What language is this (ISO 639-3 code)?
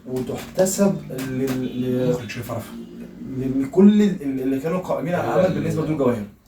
arz